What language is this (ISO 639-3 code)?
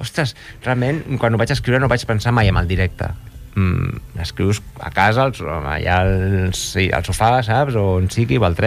cat